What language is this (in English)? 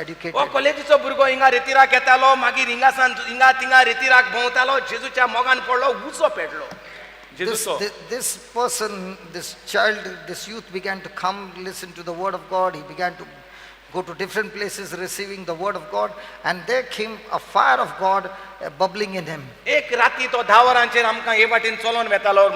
Konkani